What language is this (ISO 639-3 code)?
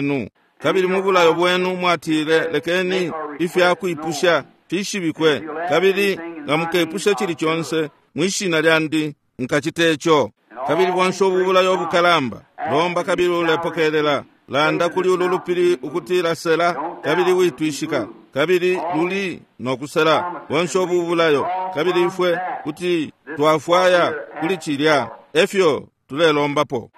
bem